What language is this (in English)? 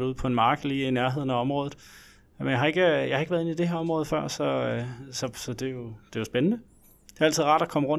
Danish